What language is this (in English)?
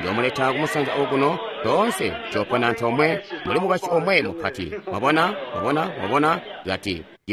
Tonga (Zambia)